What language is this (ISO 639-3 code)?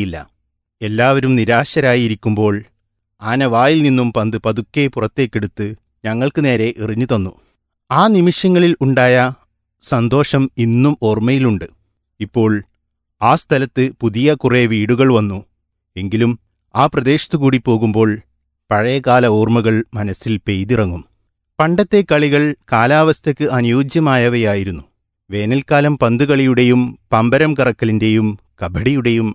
mal